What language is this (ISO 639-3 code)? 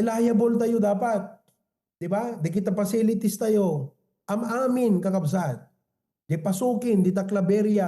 ilo